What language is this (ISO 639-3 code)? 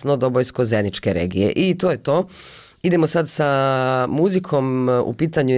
bos